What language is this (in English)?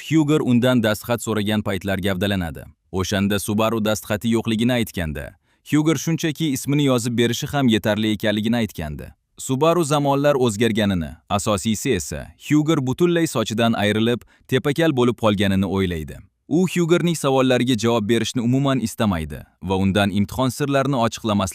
Uzbek